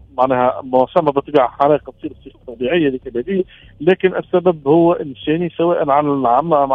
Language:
Tunisian Arabic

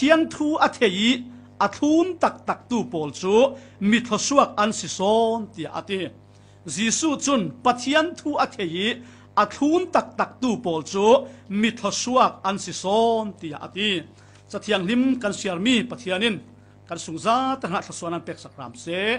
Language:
Falam Chin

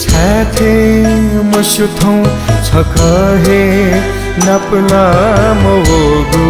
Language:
Newari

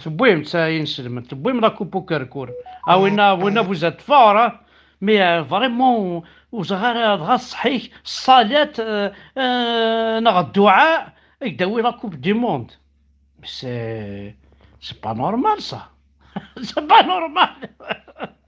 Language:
Kabyle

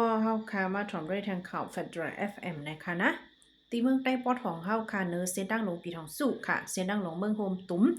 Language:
Shan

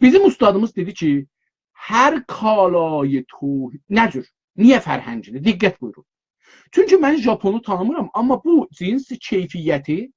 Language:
South Azerbaijani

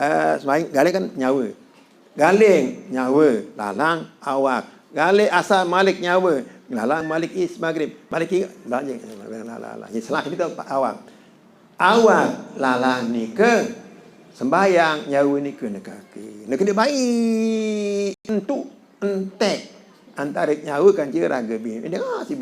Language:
Sasak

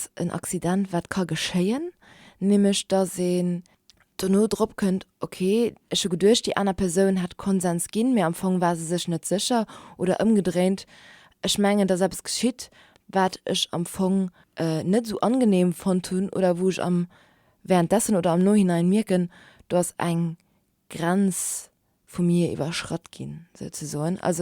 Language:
Luxembourgish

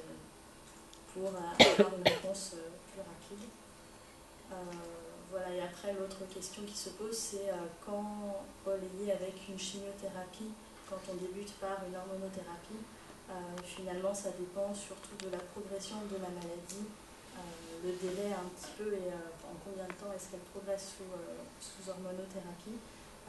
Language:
French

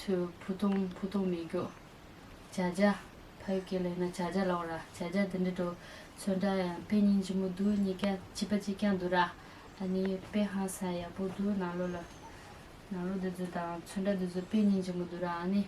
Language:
Tibetan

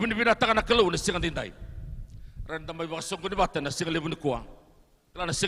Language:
Fijian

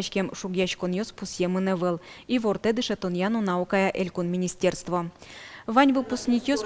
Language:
Udmurt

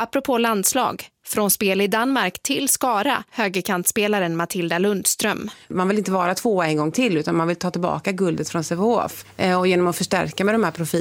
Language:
Swedish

